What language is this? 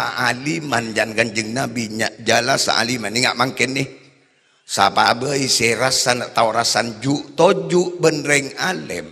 Madurese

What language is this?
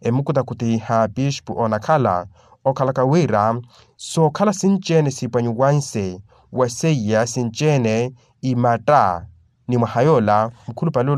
Makhuwa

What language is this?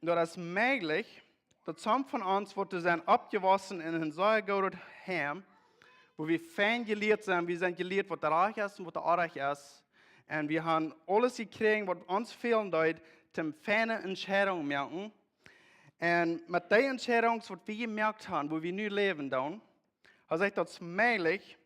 Plautdietsch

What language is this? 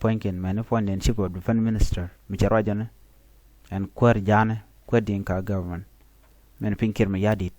Nuer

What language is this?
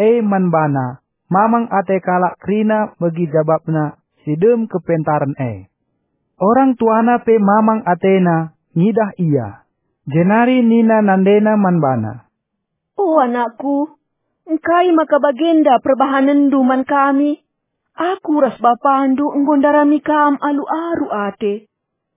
Batak Karo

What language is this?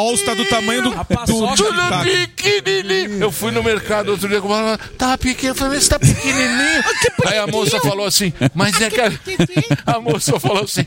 Portuguese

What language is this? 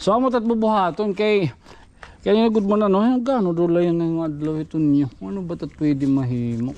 Waray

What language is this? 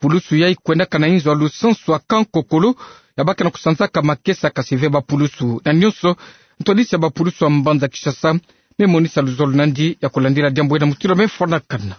Kituba (Democratic Republic of Congo)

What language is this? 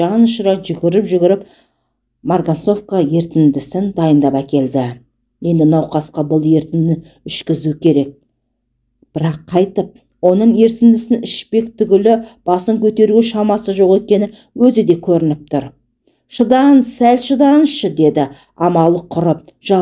Kazakh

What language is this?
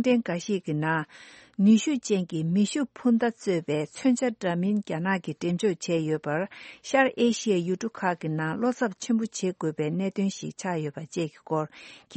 Tibetan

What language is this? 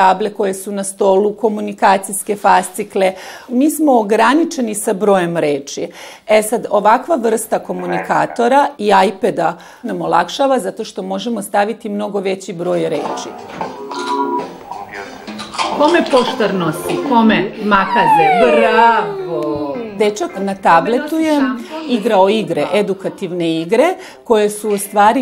Serbian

